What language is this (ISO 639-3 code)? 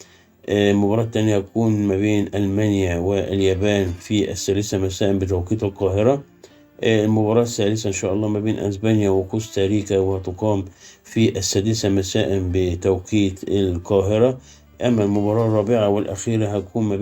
arz